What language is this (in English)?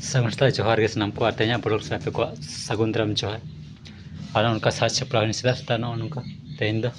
Santali